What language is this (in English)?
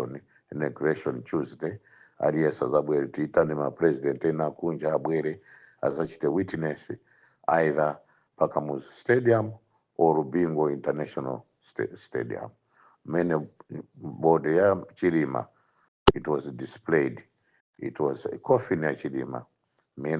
Nyanja